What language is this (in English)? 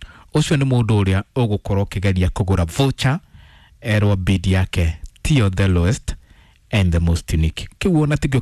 Kikuyu